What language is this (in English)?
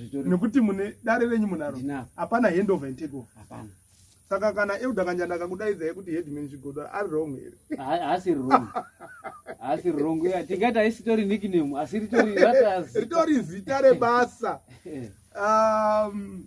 Shona